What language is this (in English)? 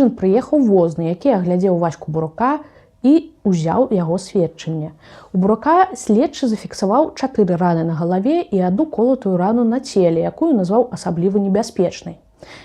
Belarusian